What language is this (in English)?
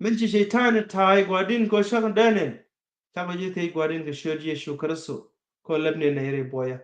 Nuer